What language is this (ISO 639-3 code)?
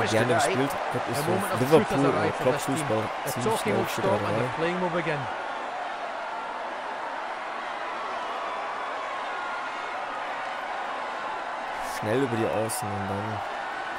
deu